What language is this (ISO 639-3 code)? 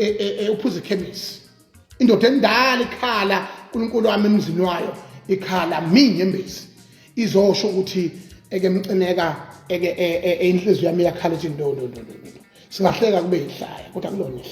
zul